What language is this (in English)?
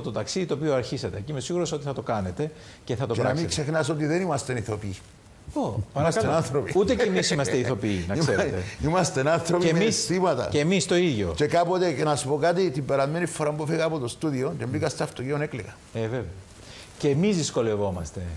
Greek